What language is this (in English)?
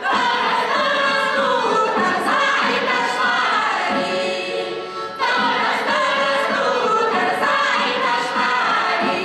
Chuvash